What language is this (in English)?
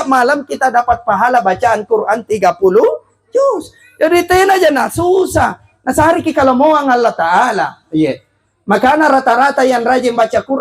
Makasar